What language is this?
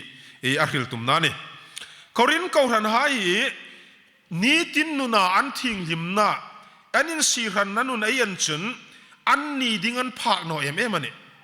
Hmar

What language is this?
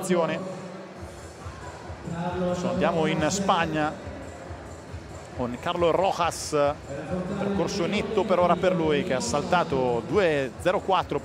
Italian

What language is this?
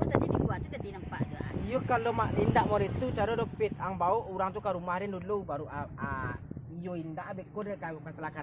Minangkabau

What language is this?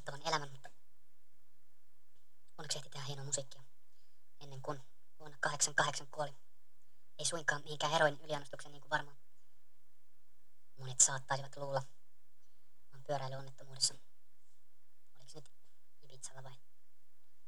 Finnish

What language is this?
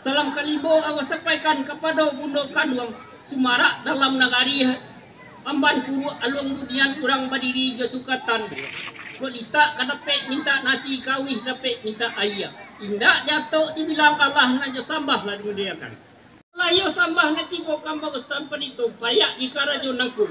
Minangkabau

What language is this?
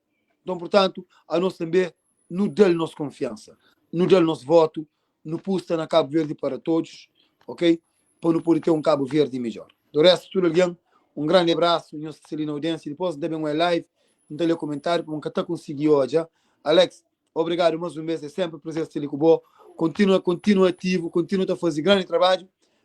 Kabuverdianu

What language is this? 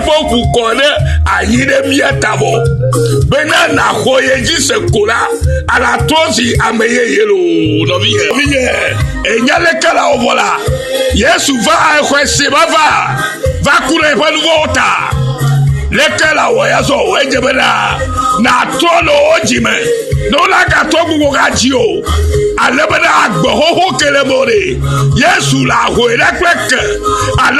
Ewe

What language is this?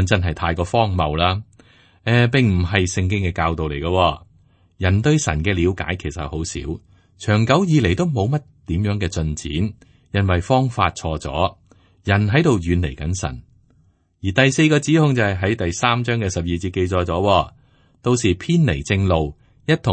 Cantonese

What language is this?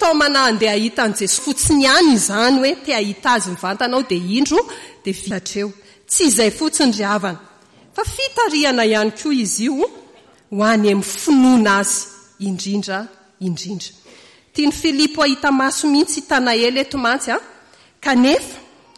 Malagasy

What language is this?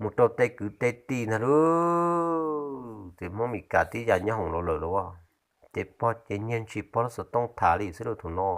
Hmong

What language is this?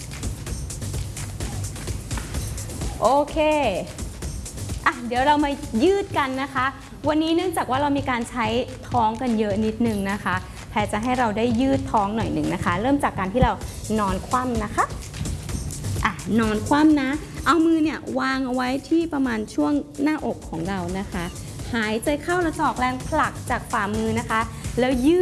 Thai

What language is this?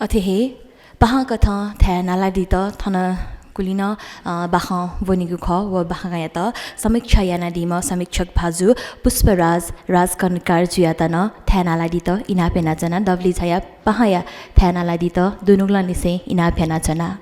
Newari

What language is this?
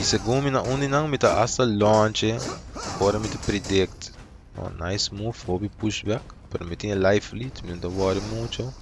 Papiamento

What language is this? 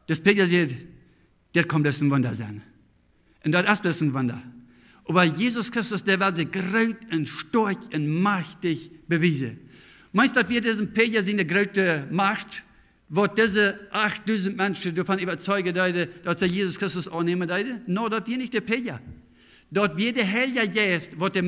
Plautdietsch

